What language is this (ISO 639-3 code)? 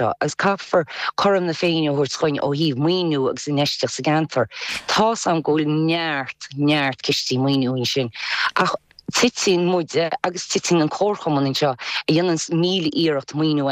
gle